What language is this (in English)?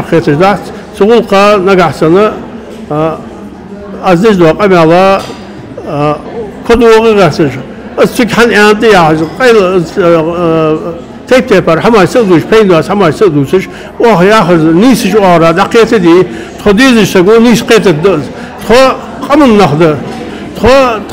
Ingush